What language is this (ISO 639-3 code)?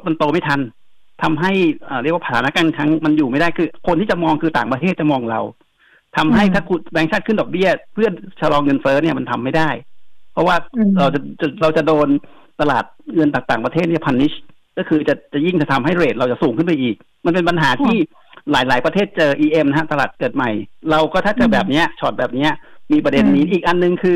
tha